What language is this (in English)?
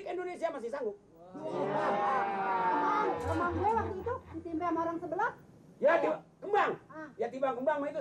Betawi